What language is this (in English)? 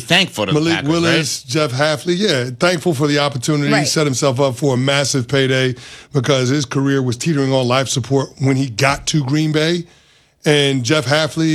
English